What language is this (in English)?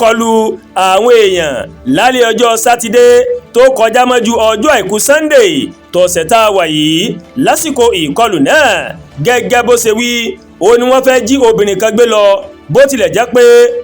Yoruba